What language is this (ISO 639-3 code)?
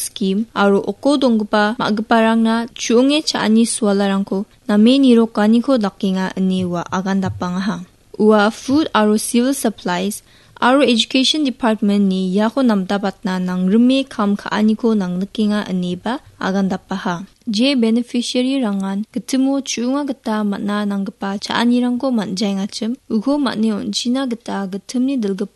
grt